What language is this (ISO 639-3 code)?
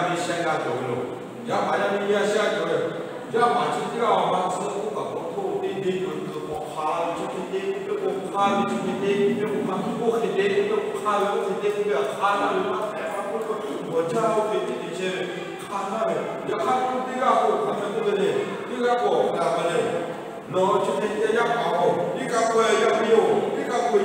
lhu